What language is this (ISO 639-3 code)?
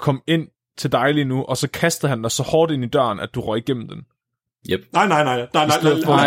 dan